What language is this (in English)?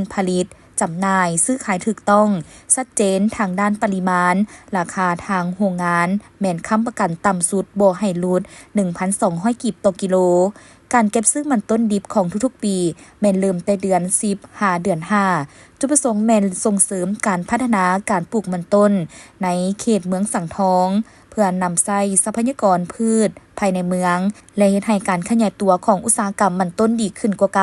Lao